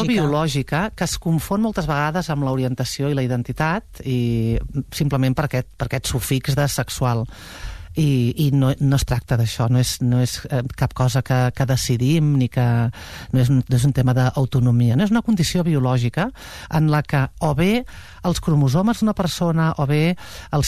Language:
Catalan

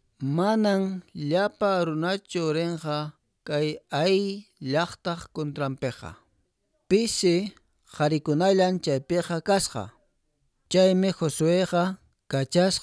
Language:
Quechua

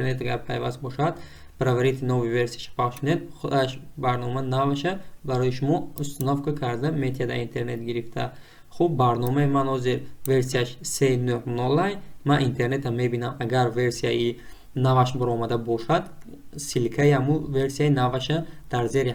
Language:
Tajik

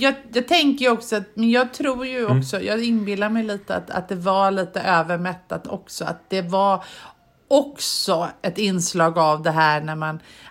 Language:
Swedish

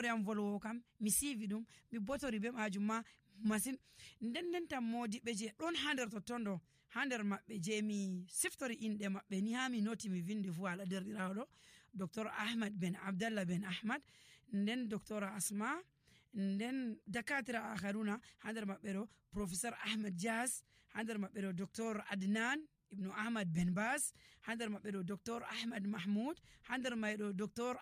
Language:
Nigerian Fulfulde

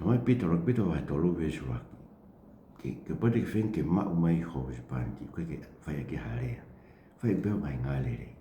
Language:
Tongan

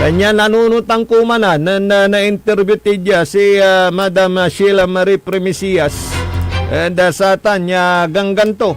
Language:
Pangasinan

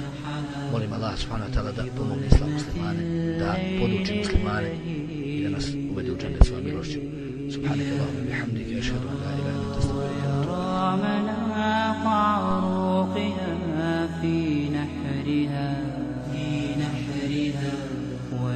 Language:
Bosnian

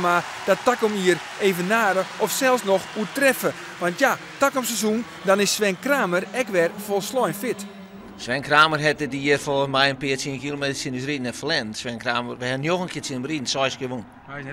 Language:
Western Frisian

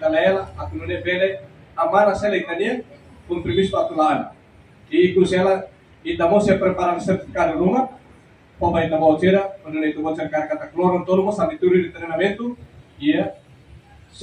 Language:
Tetum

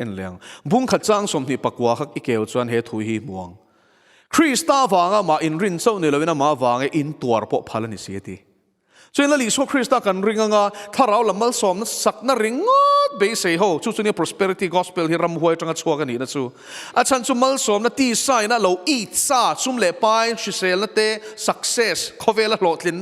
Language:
Mizo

